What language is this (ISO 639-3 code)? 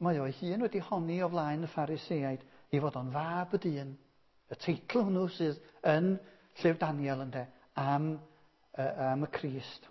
cym